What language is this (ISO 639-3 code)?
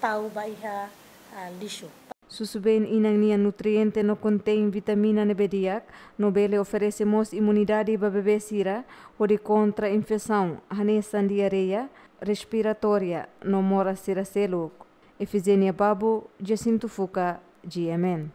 tet